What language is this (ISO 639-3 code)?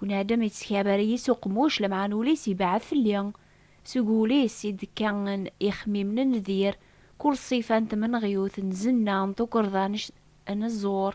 kab